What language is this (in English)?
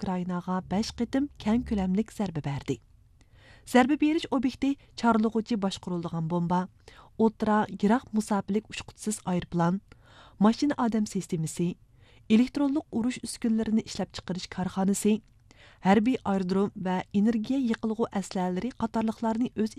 Uyghur